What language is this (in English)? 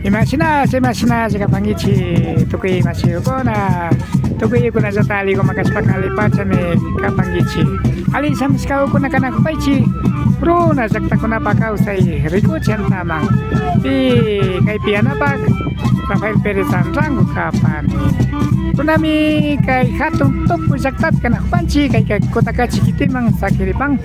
Imbabura Highland Quichua